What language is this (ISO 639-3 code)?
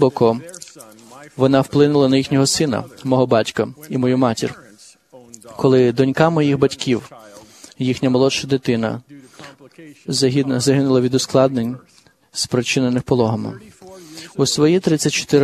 ukr